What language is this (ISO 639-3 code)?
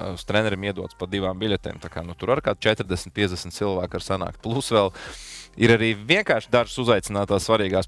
lav